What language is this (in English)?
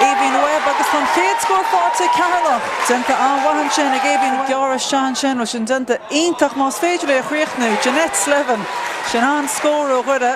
Irish